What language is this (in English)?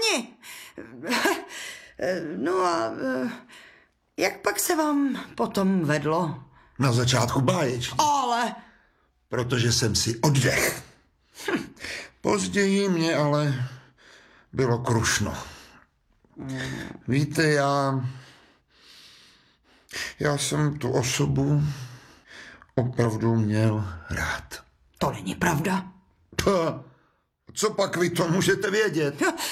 Czech